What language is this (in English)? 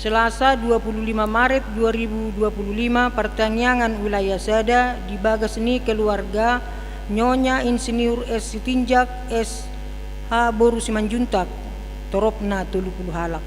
Batak Toba